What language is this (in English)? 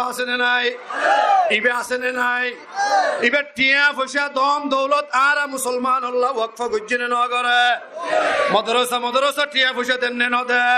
Rohingya